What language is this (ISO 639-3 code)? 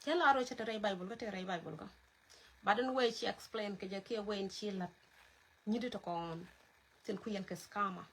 nus